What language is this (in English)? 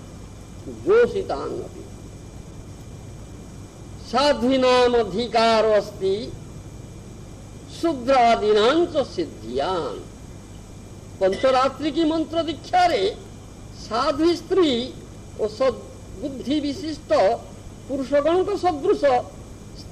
Odia